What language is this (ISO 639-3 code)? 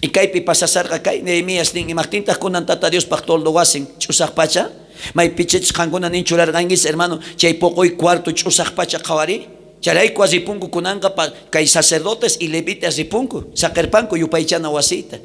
quh